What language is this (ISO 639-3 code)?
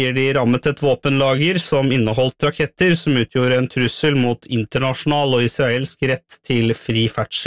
nor